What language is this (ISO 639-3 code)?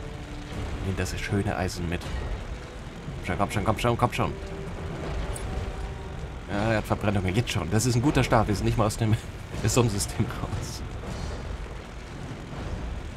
deu